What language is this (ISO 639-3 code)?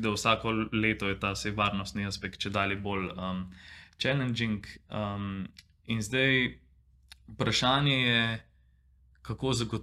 slv